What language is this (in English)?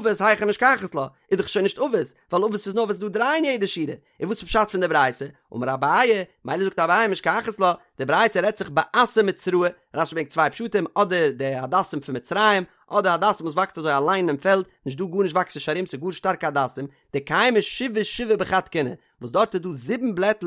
Yiddish